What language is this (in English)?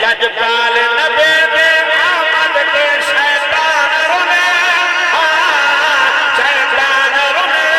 Saraiki